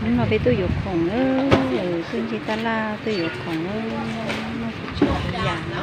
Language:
Hmong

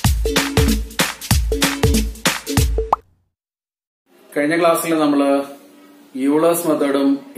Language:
Malayalam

